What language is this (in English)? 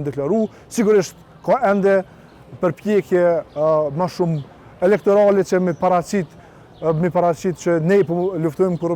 Albanian